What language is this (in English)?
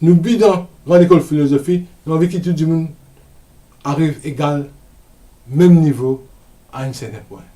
Morisyen